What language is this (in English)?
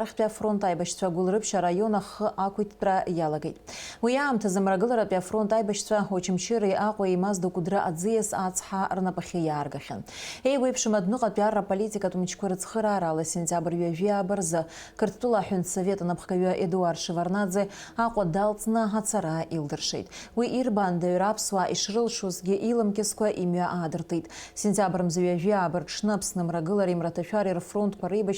Abkhazian